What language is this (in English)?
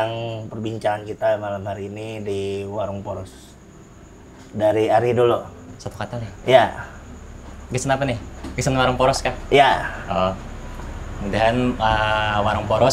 Banjar